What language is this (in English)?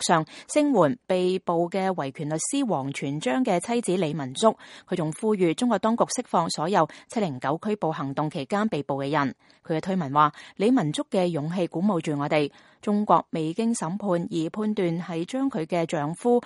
Cantonese